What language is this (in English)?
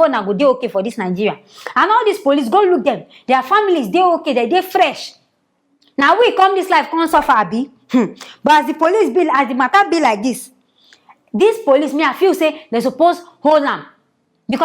Nigerian Pidgin